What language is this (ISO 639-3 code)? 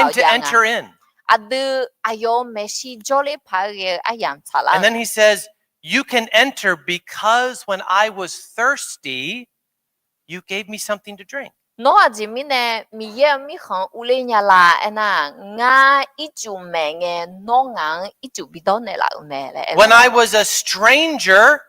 ahk